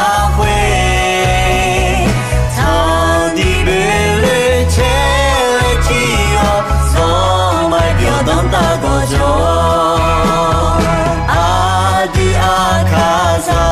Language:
Akha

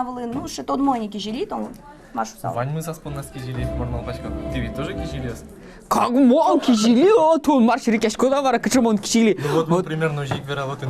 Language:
Udmurt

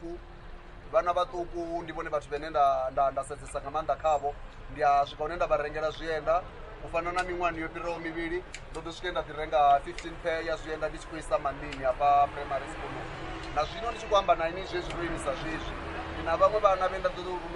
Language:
Venda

